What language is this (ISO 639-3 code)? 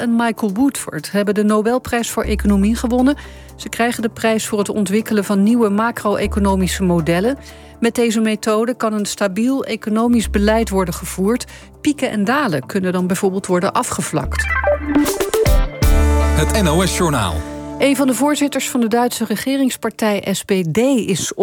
nld